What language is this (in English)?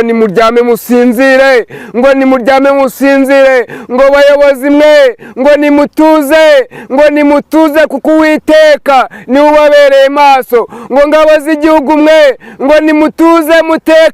Kinyarwanda